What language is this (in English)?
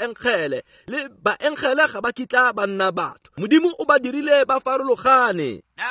Tswana